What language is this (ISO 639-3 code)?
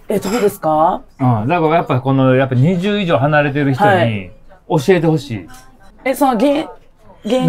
jpn